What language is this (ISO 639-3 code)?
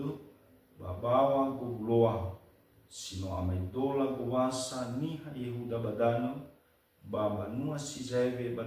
nia